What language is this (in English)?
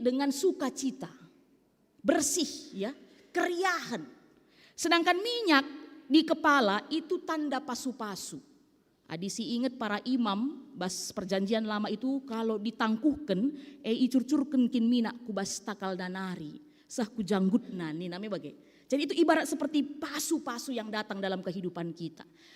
Batak Karo